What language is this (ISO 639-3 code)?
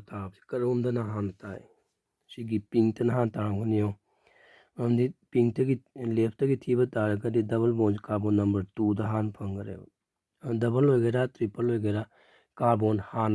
mni